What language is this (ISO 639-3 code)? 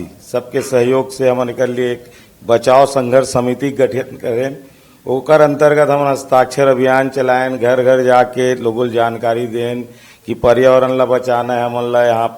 hne